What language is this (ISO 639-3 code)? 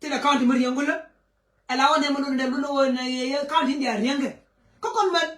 nus